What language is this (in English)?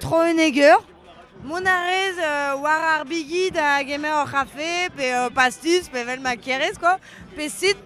Breton